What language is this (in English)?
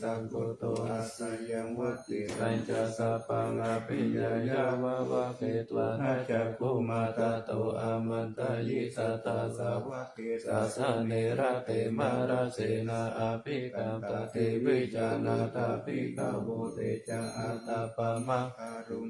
Pali